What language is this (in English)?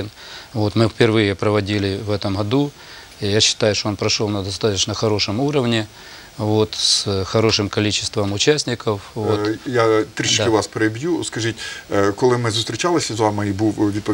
Ukrainian